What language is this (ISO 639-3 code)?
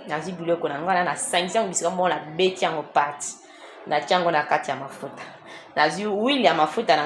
lin